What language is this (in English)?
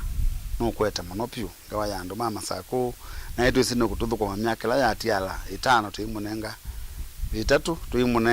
Kamba